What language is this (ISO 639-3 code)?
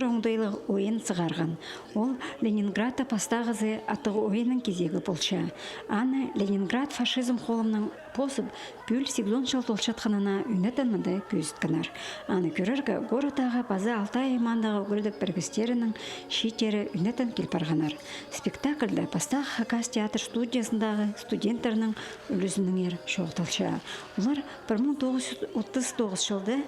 kjh